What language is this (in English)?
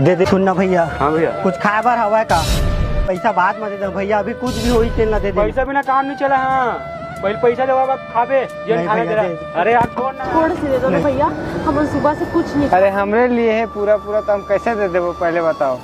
Chhattisgarhi